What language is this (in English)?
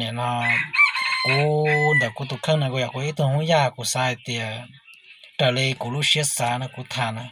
Hmong